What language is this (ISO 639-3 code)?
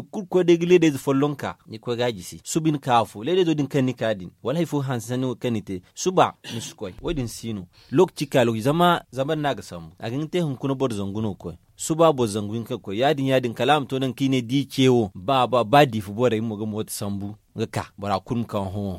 dje